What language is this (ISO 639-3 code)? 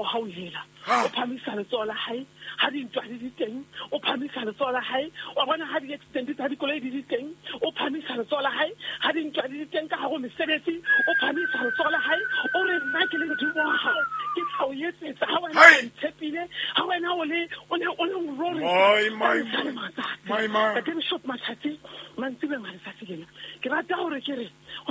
sot